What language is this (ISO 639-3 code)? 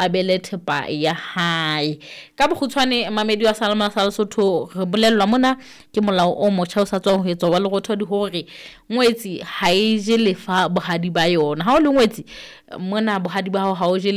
sot